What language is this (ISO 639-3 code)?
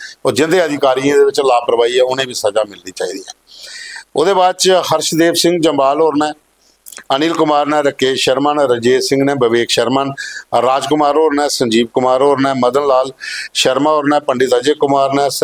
doi